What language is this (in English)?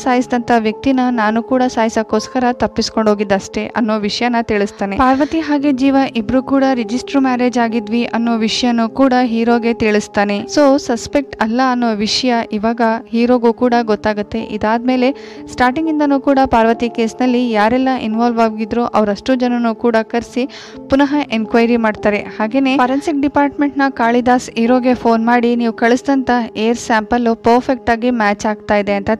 Kannada